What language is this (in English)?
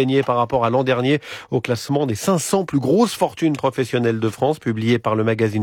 French